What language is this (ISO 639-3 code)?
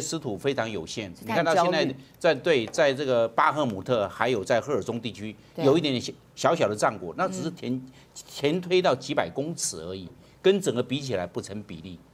zho